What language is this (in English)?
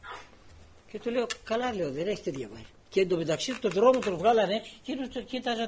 Greek